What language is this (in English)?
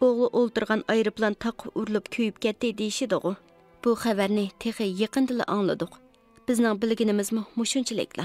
Uyghur